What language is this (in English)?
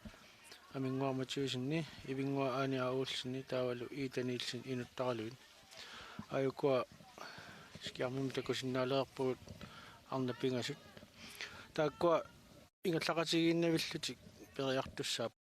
Kalaallisut